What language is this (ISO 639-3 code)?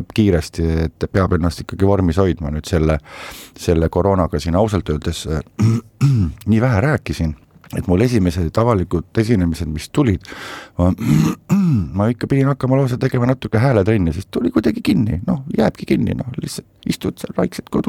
est